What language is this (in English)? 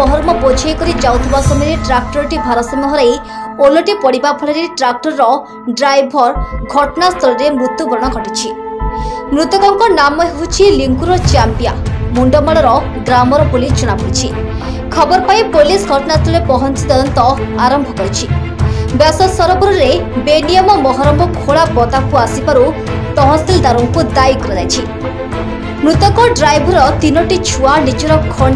Odia